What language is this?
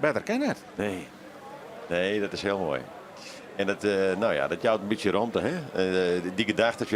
Western Frisian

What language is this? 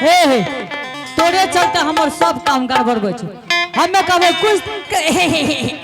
Angika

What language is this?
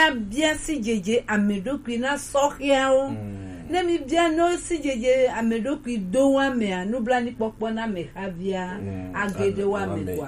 Gen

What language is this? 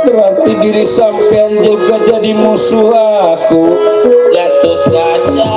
Betawi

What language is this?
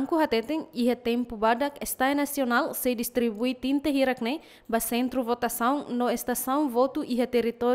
Tetum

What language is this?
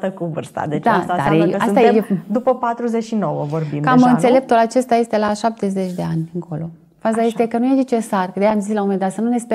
Romanian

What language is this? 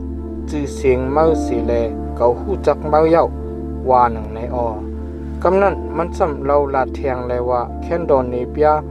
Shan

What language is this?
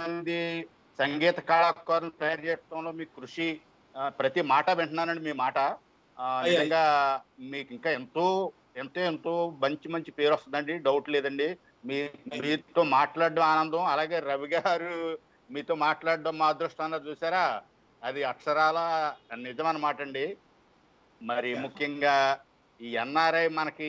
Telugu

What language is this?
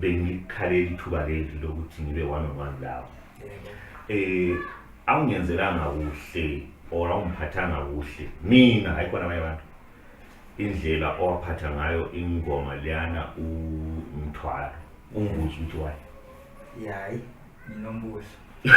Zulu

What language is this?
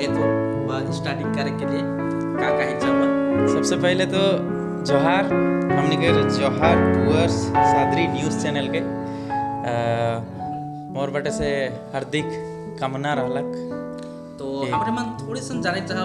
Sadri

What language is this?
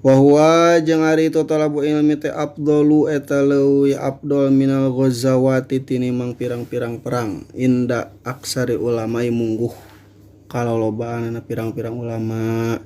Sundanese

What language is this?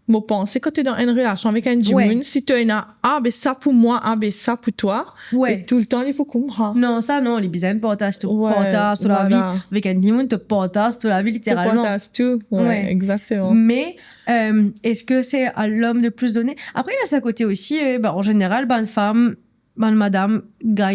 Morisyen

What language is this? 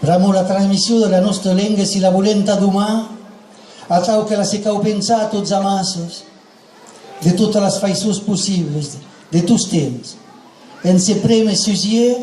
Occitan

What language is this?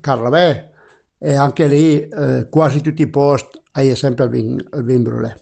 Piedmontese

